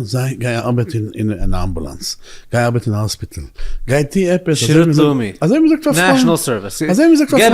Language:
Yiddish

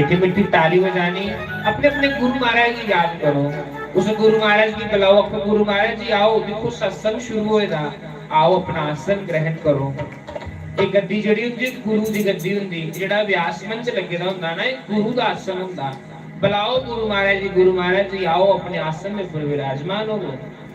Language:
Dogri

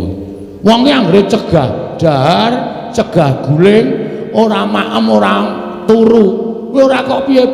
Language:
Javanese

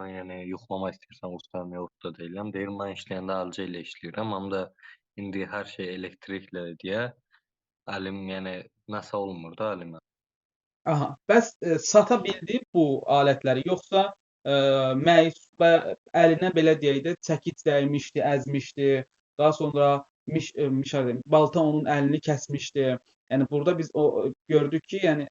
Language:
Azerbaijani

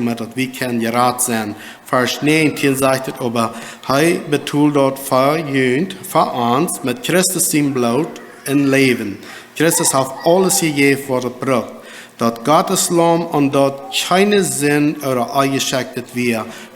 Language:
Plautdietsch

